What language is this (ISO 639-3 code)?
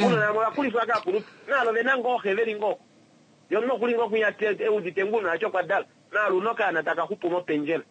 kua